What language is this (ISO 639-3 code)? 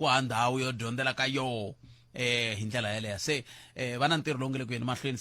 tso